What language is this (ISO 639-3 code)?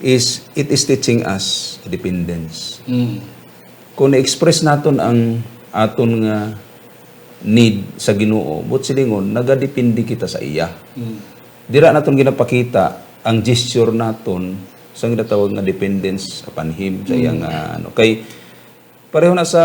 hil